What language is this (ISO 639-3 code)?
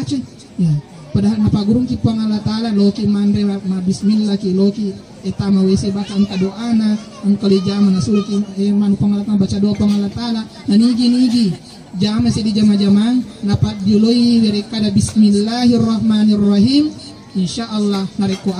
bug